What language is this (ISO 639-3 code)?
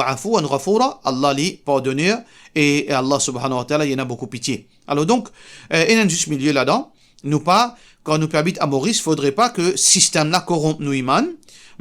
mfe